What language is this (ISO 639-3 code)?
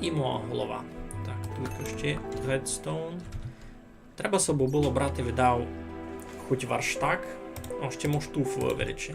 rue